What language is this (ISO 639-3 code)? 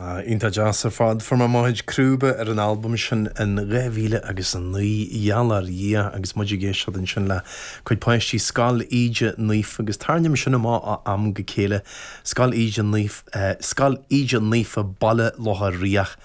gle